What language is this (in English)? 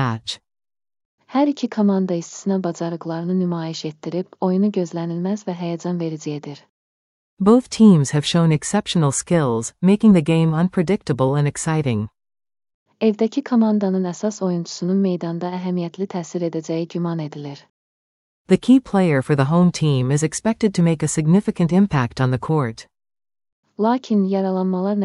Azerbaijani